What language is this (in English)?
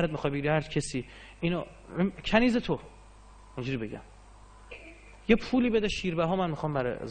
Persian